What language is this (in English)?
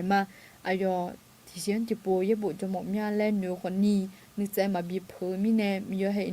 Akha